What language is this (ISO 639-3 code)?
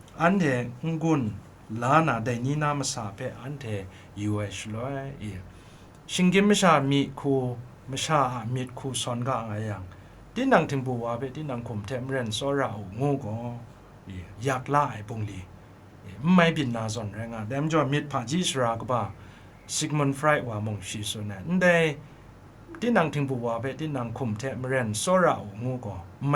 kac